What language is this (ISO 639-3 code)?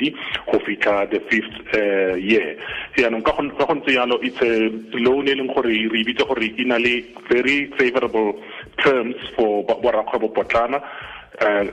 tsn